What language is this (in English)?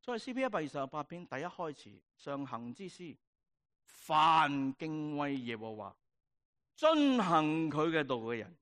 Cantonese